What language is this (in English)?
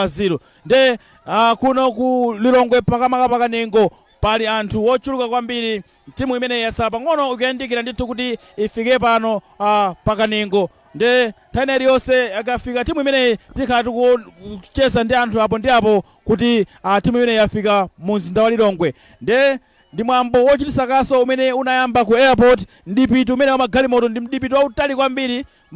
Nyanja